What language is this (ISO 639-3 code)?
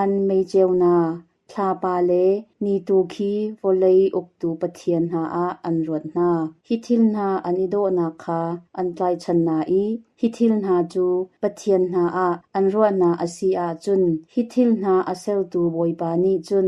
cnh